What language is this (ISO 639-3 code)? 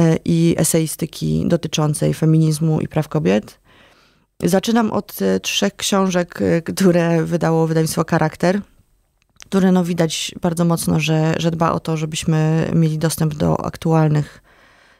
pol